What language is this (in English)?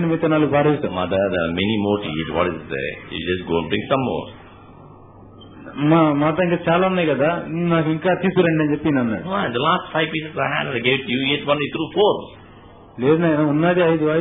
Telugu